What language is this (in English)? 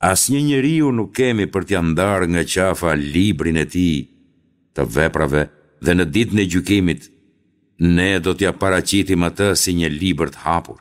Albanian